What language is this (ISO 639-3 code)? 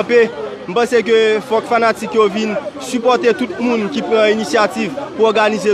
hat